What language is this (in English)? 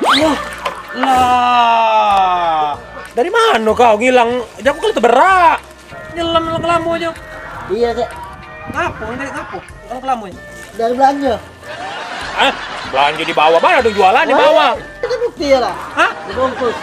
Musi